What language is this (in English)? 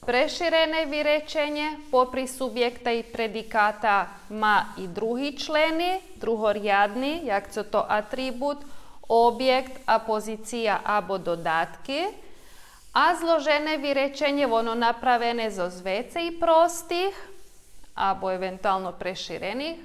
Rusyn